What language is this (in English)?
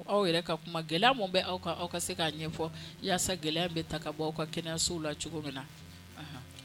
Bambara